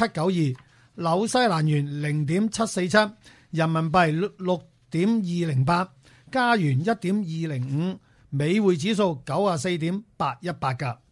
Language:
Cantonese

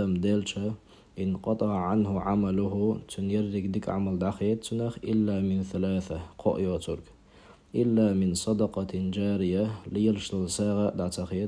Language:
Chechen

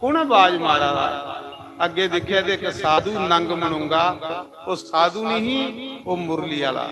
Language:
Dogri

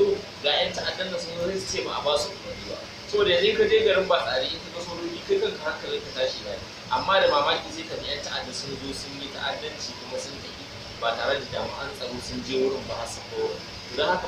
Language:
Hausa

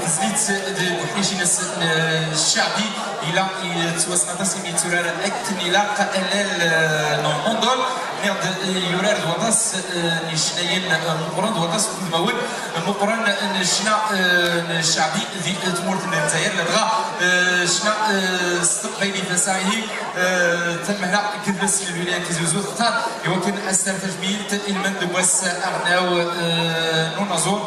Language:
Kabyle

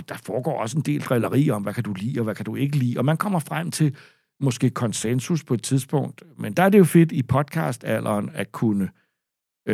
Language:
Danish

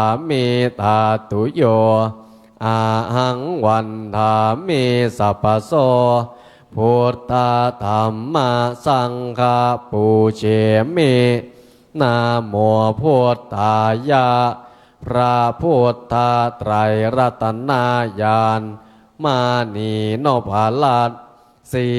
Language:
Pali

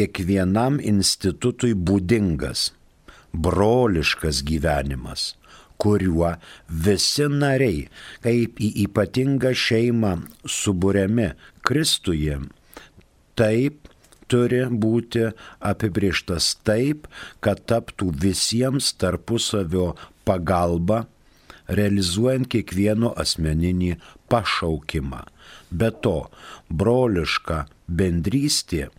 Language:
Lithuanian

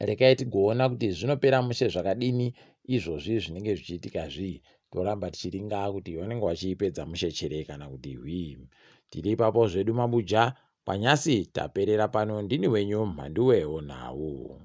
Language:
Ndau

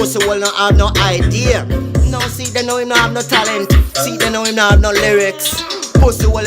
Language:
Jamaican Creole English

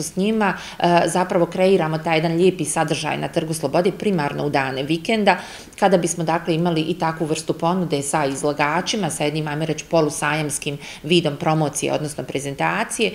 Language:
Bosnian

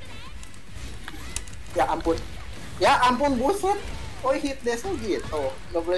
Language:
Indonesian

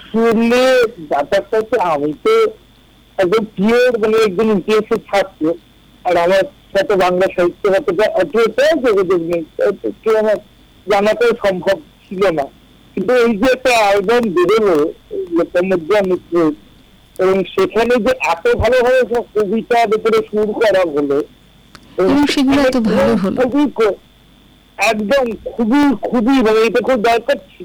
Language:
Bangla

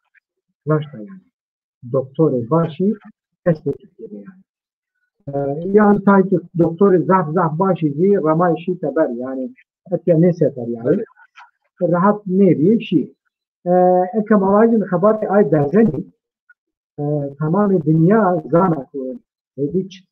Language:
Zaza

